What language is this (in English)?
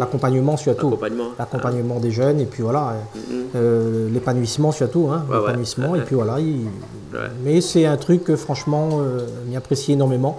Réunion Creole French